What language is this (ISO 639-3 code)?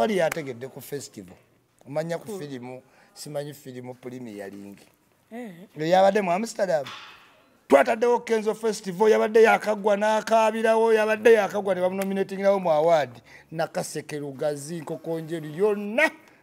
lug